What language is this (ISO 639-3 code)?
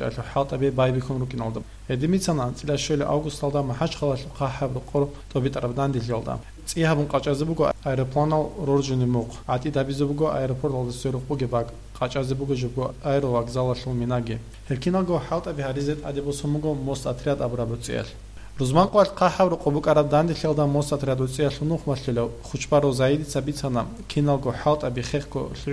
ava